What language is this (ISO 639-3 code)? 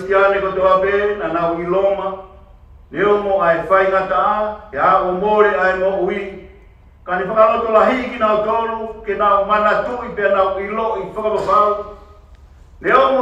ton